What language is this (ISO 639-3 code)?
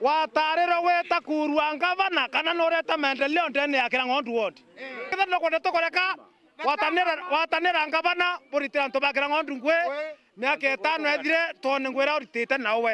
mer